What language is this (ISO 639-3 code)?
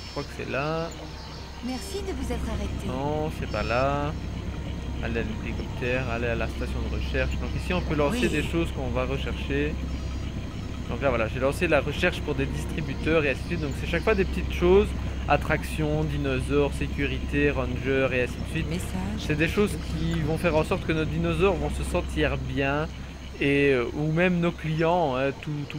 fra